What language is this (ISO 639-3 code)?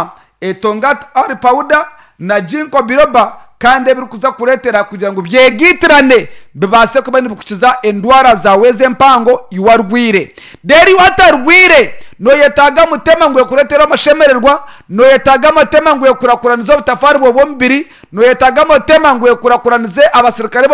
nyn